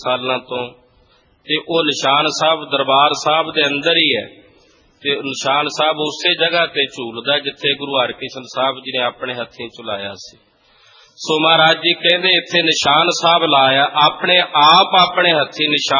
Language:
Punjabi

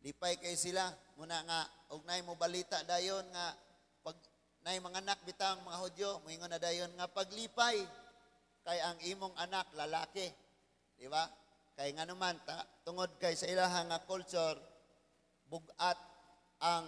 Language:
Cebuano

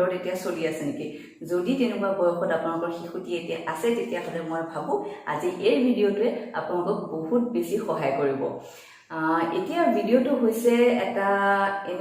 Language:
Assamese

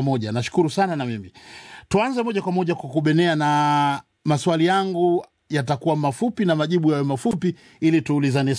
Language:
Swahili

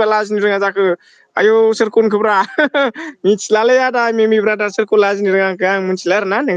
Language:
Bodo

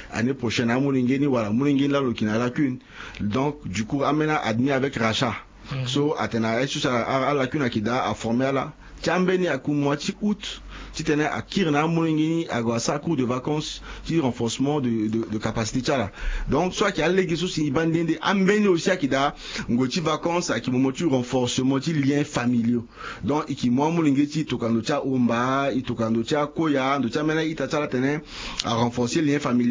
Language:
Sango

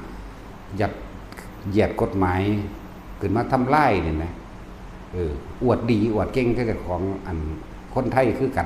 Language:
Northeastern Thai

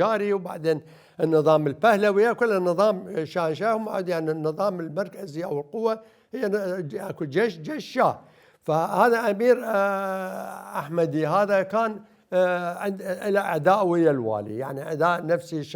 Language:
Mesopotamian Arabic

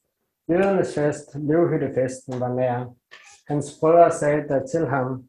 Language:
Danish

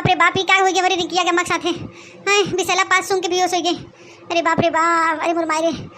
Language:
Awadhi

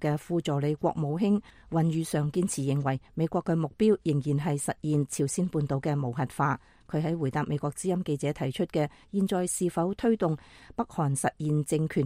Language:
Cantonese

